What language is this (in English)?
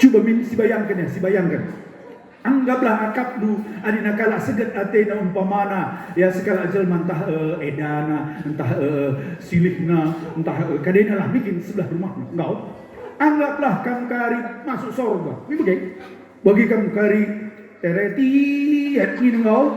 Batak Karo